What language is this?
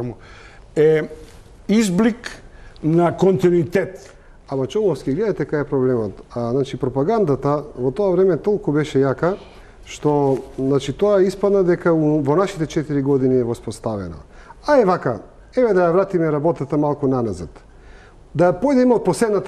Macedonian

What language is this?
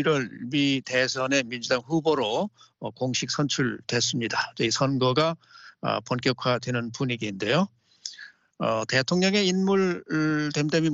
Korean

